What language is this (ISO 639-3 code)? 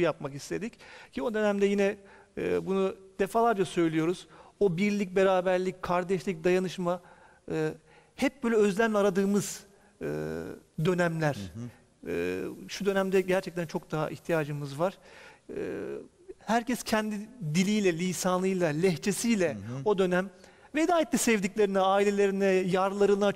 tur